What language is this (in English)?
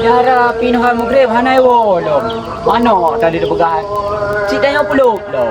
Achinese